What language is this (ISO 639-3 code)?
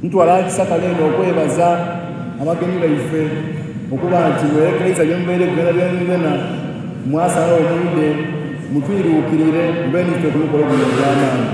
xog